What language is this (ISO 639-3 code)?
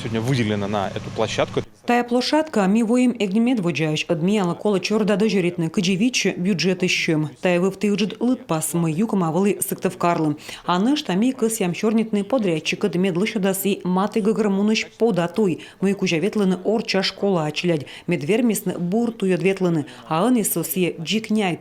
kom